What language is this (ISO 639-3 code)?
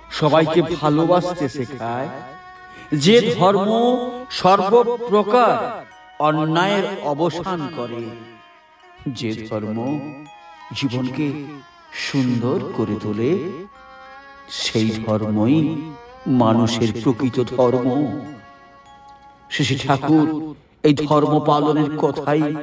ben